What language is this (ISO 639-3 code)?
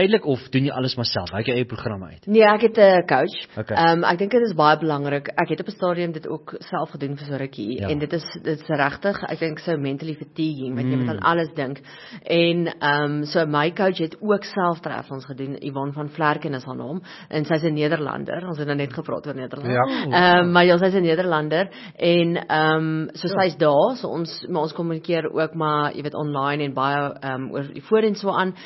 afr